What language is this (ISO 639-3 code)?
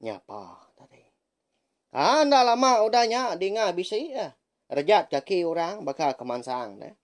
iba